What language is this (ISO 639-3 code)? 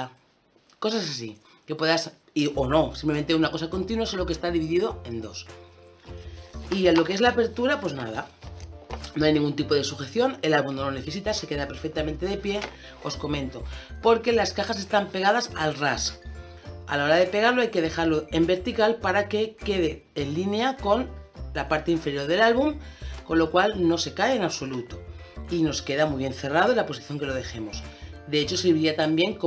spa